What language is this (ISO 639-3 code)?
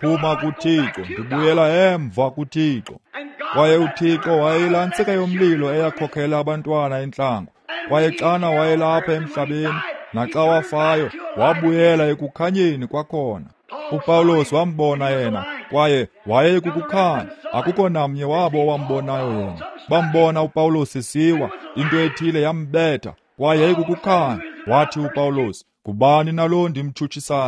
xho